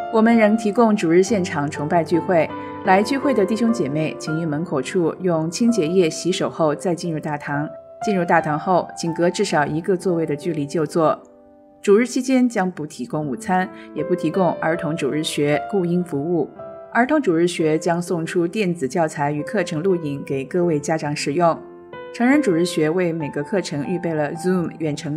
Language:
Chinese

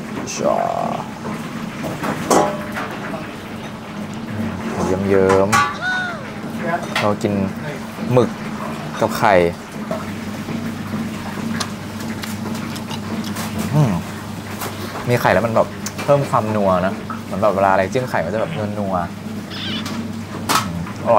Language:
Thai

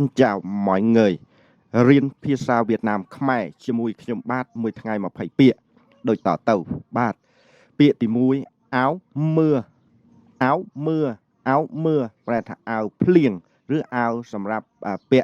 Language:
Khmer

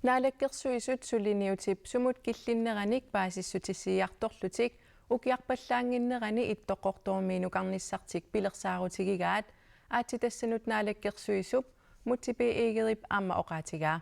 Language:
Kalaallisut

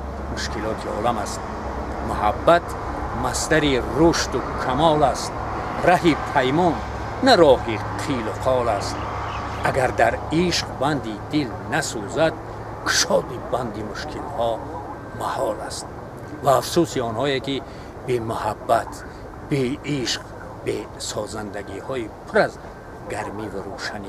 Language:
Tajik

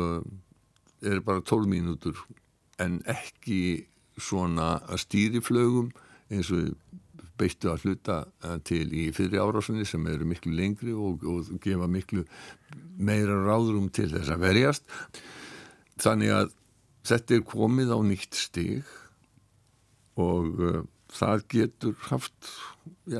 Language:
Icelandic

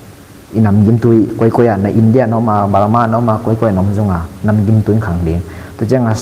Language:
Tedim Chin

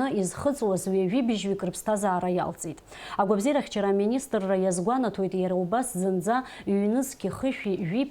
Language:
Abkhazian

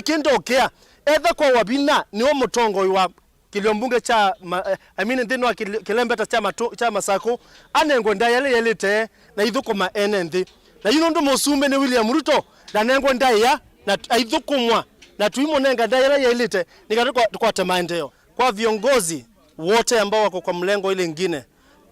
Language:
Kamba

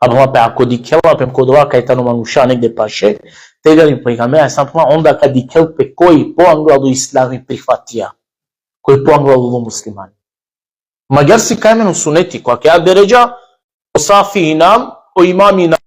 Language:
Balkan Romani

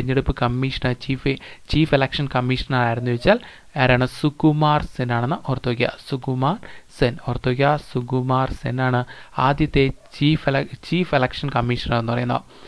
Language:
Malayalam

